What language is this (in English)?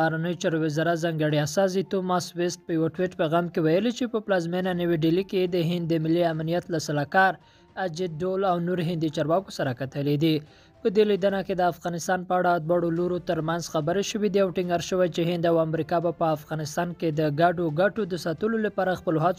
Pashto